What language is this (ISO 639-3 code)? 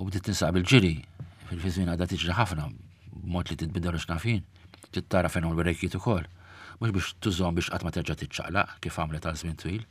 mlt